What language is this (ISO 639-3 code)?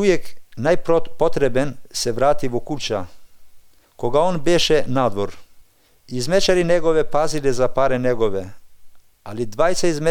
mkd